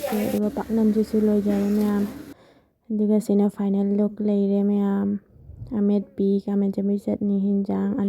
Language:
Manipuri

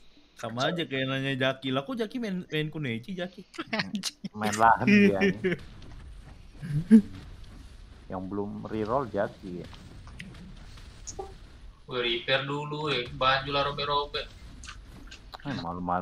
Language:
Indonesian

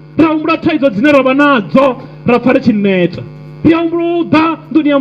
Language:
Venda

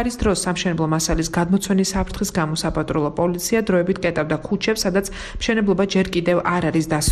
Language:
Georgian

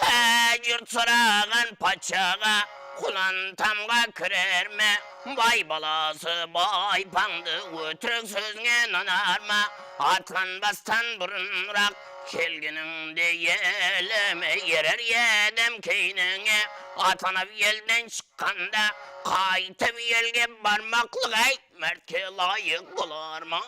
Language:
Kara-Kalpak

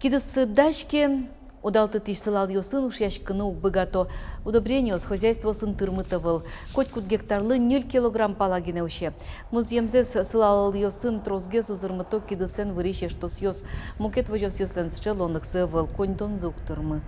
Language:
Udmurt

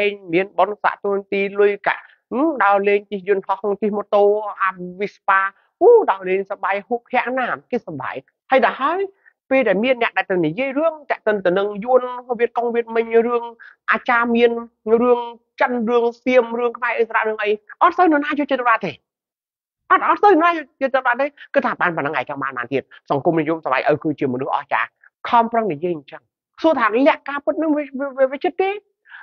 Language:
Khmer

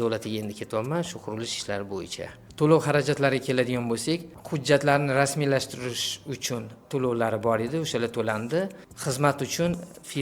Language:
Uzbek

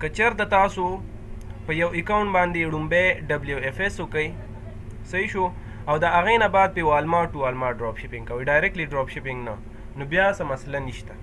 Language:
Pashto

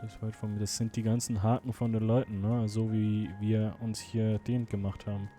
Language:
Swiss German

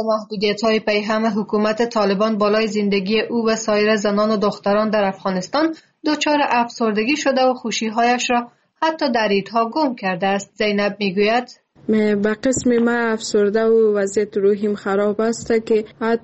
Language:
Persian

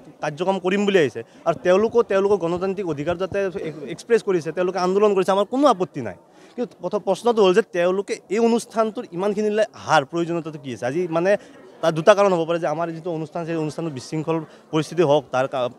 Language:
Assamese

